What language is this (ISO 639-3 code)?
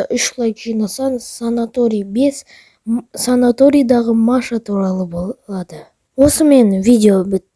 kaz